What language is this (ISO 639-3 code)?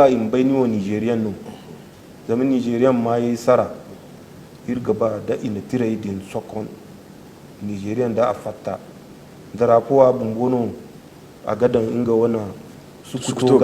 dje